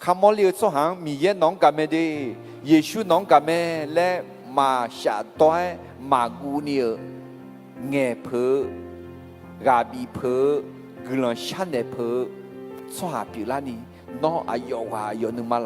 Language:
Akha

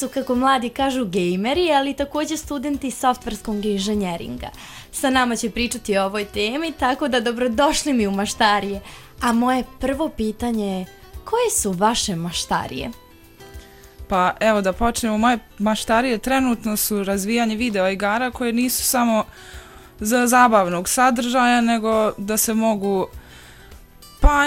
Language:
Bosnian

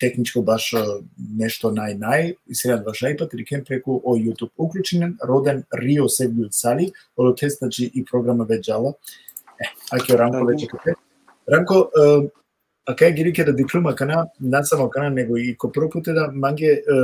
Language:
Balkan Romani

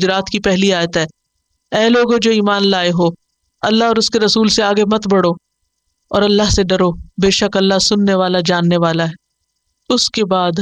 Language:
Urdu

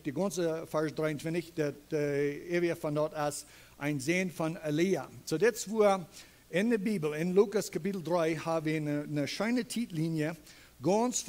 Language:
Plautdietsch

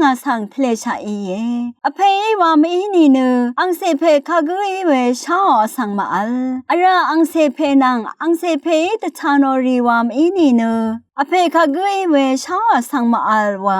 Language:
Rawang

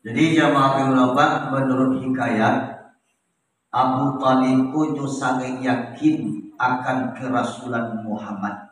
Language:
Minangkabau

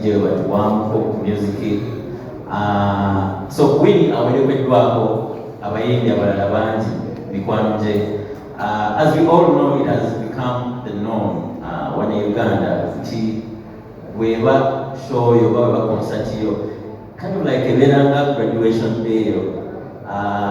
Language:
Ganda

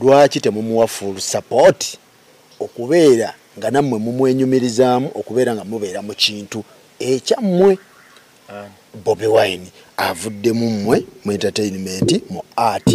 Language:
Ganda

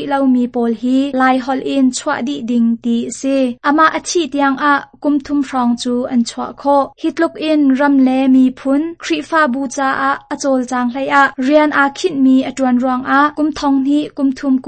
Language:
Hakha Chin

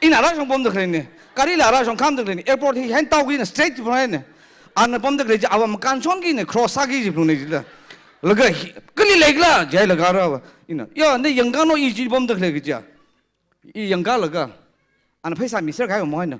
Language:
Tangkhul Naga (India)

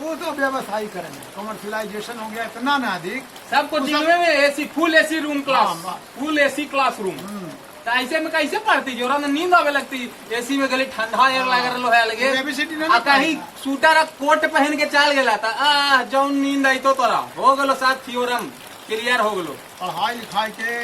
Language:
Magahi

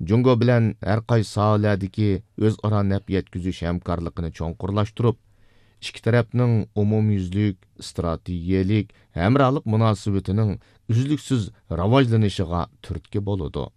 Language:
Uyghur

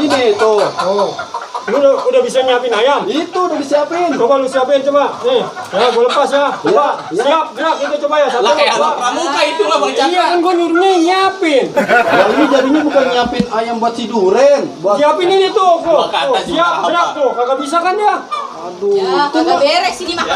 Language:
Betawi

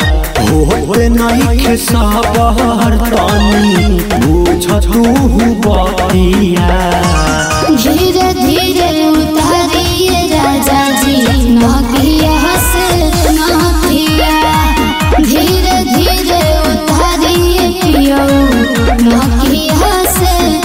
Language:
Bhojpuri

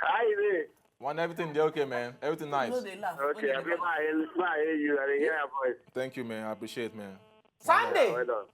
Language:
Nigerian Pidgin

